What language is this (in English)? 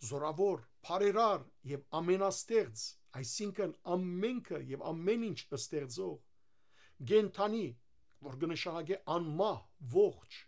Western Armenian